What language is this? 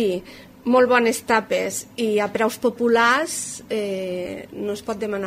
Catalan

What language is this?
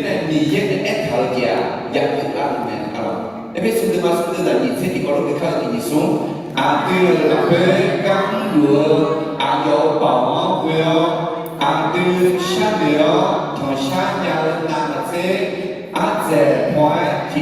Akha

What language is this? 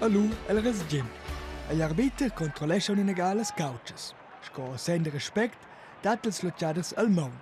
Romansh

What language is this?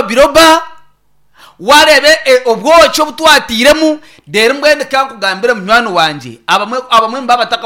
Nyankole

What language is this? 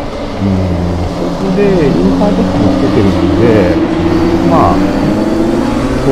Japanese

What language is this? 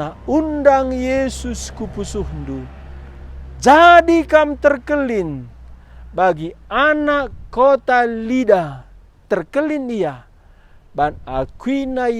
Batak Karo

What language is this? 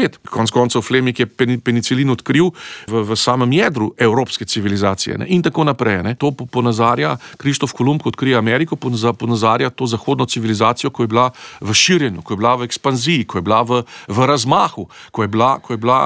Slovenian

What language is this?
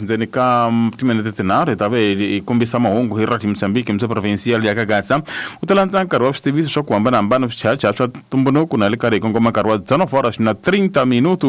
Tsonga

